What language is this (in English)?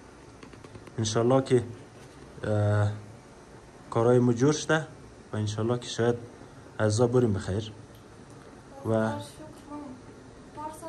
Persian